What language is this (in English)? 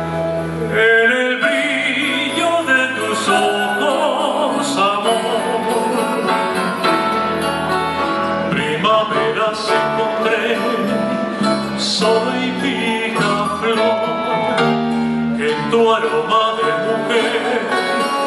Spanish